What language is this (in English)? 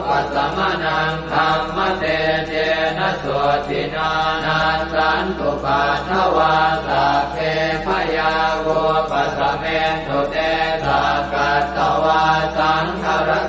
Pali